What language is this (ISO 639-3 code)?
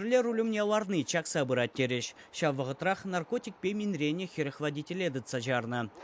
chv